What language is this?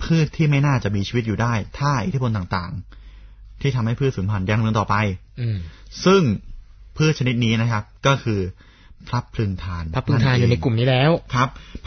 Thai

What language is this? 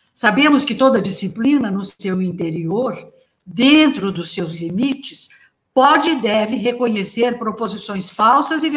Portuguese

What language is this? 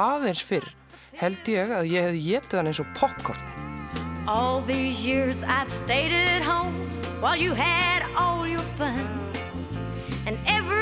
Icelandic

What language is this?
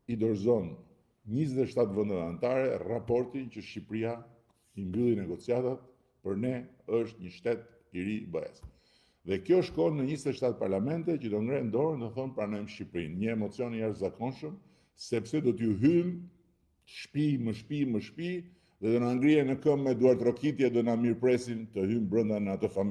Albanian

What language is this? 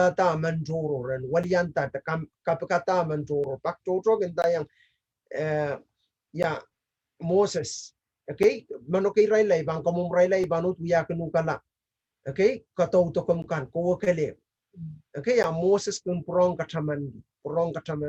Pohnpeian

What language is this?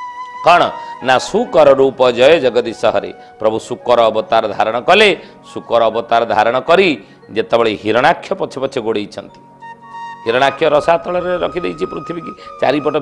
Odia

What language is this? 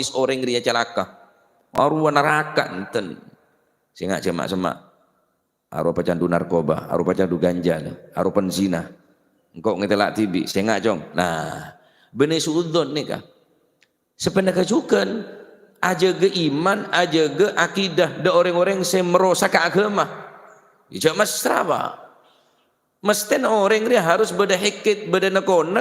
Madurese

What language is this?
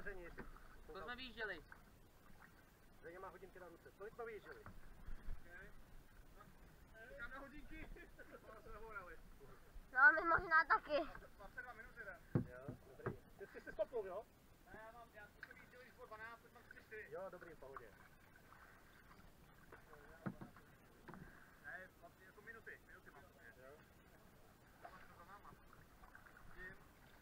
Czech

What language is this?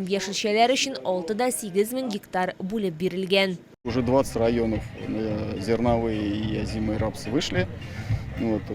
Tatar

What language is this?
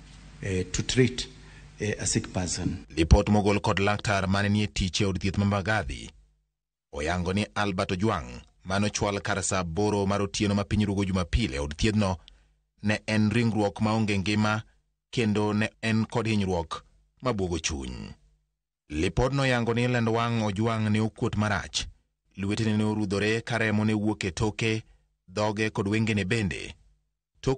Luo (Kenya and Tanzania)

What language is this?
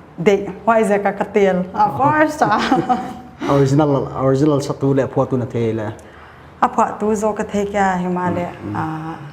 Paite Chin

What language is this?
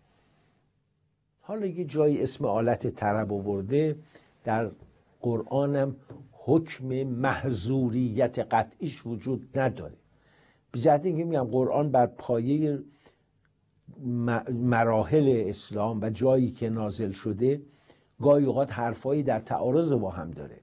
Persian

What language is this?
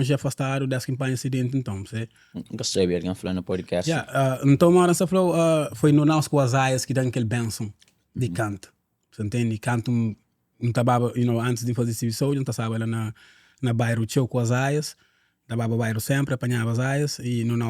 Kabuverdianu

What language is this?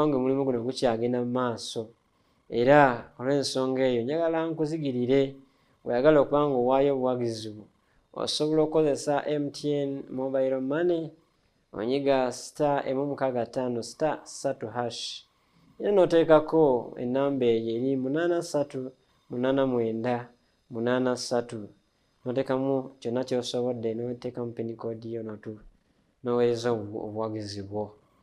Ganda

